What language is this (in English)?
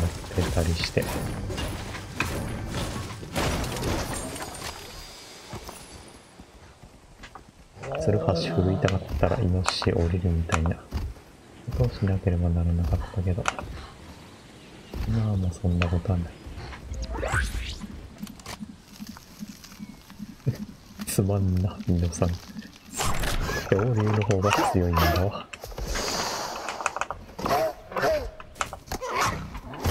Japanese